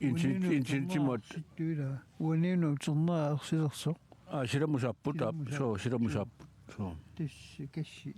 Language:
Kalaallisut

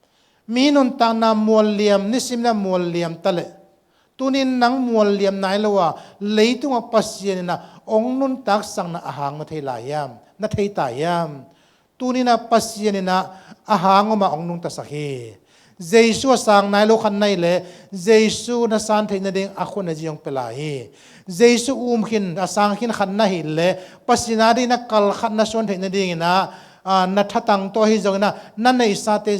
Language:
Tedim Chin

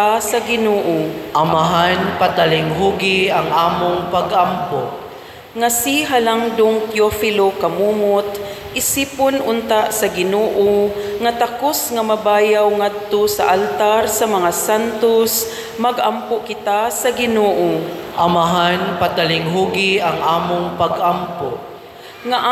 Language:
Cebuano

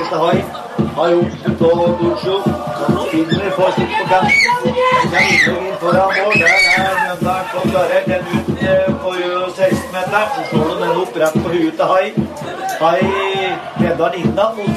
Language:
Norwegian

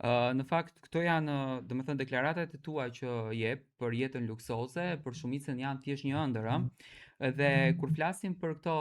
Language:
Albanian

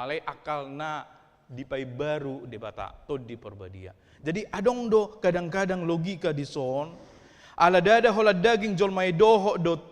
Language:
Batak Toba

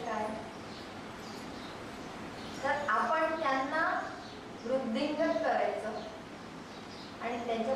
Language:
Marathi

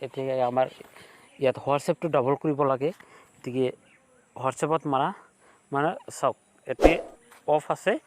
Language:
Assamese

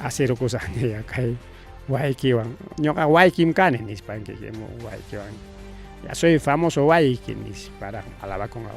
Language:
Ayacucho Quechua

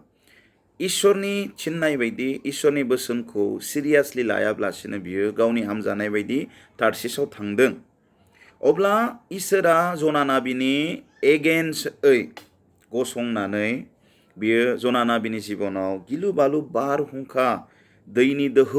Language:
Bodo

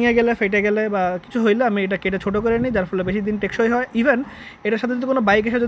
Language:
Bangla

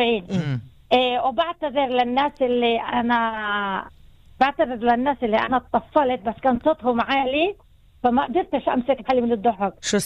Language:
North Levantine Arabic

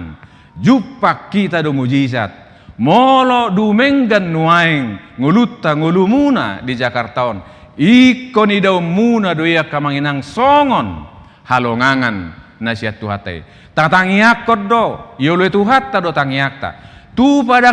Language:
Batak Toba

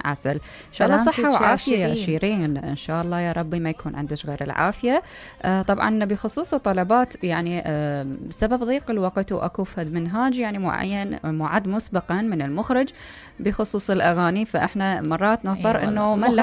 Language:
Mesopotamian Arabic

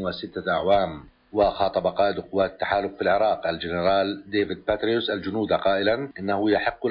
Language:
Arabic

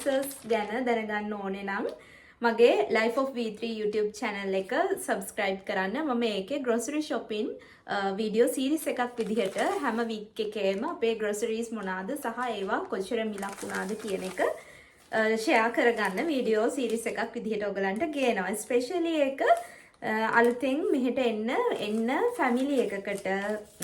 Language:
Sinhala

